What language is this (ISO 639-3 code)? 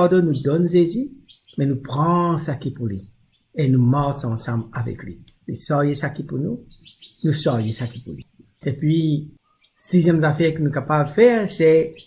mfe